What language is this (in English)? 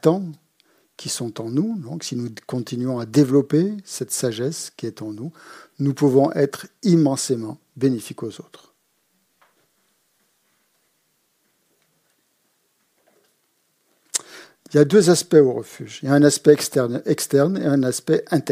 French